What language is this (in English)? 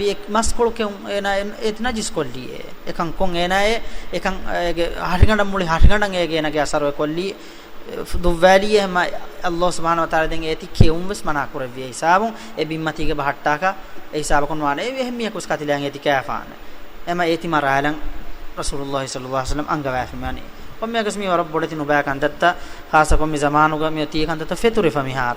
Divehi